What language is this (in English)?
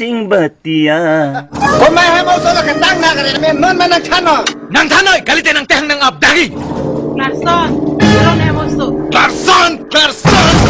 Karbi